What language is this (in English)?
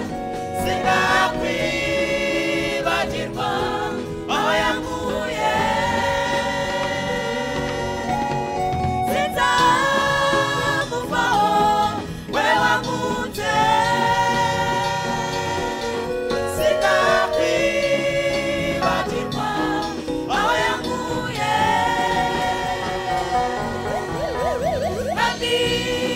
Kinyarwanda